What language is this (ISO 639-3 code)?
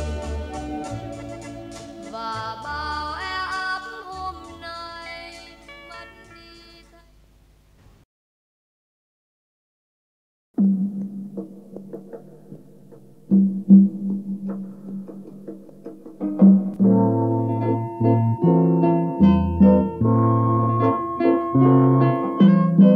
vie